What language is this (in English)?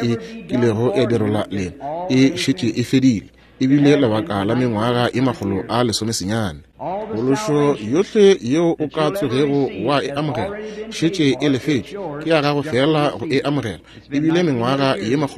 Northern Sotho